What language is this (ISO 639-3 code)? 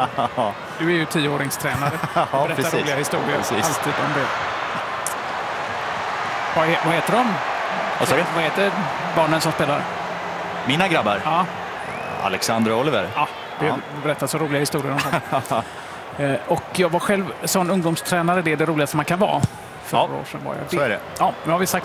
swe